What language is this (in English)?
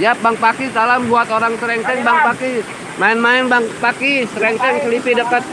Betawi